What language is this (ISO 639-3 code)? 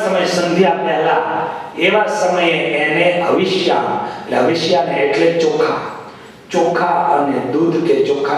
guj